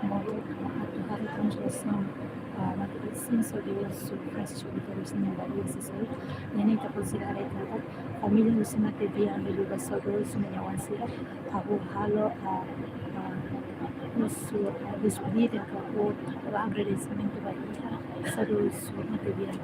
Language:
Tetum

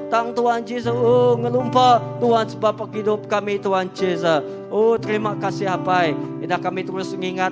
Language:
Iban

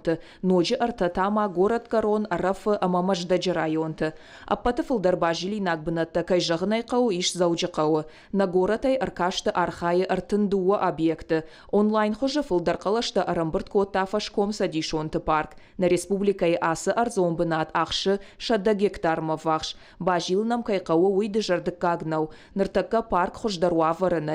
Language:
Ossetic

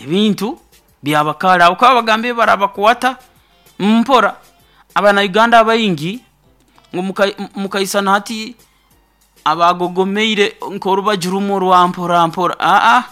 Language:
Nyoro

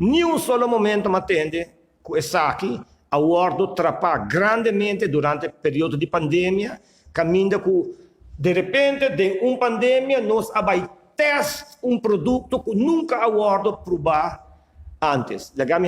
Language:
Papiamento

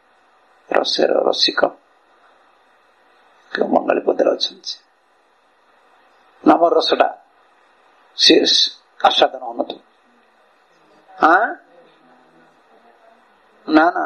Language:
Odia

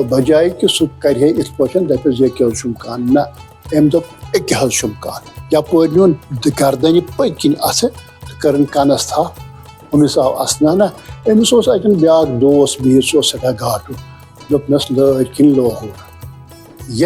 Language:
Kashmiri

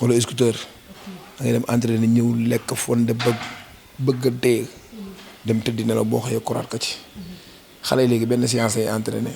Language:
Wolof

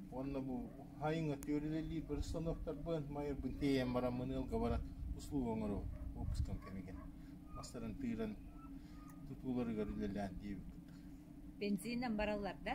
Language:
Yakut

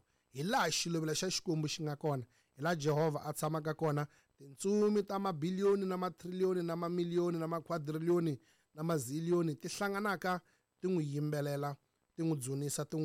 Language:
Tsonga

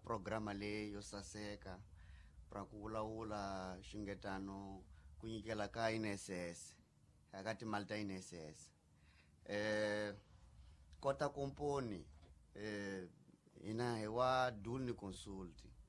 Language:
Tsonga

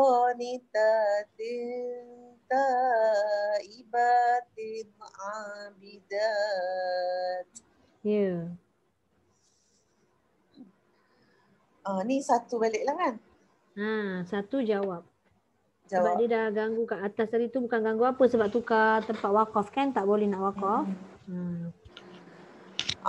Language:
Malay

